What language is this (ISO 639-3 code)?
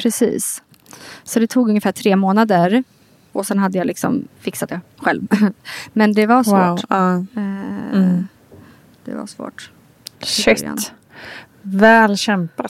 swe